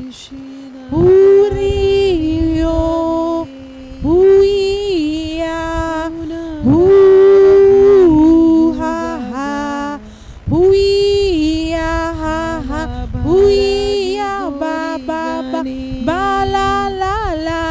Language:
Tem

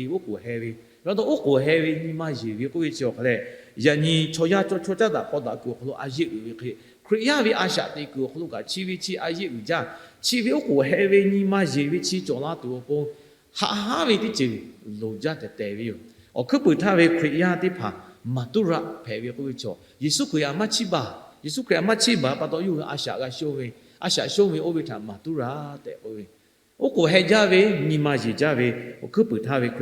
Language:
Lahu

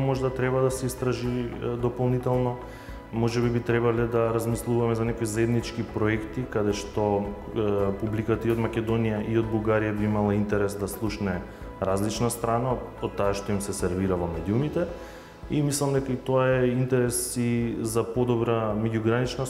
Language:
Macedonian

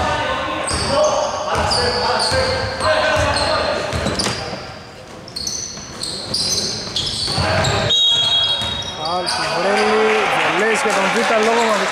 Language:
Greek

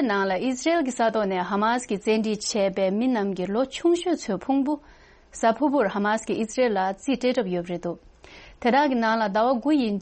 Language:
Tibetan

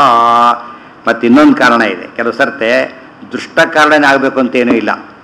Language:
Kannada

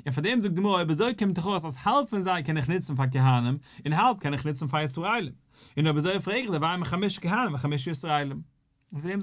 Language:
Yiddish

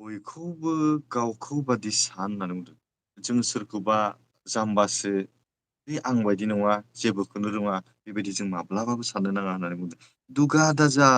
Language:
Bodo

